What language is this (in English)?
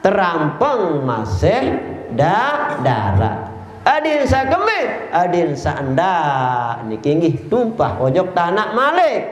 Sasak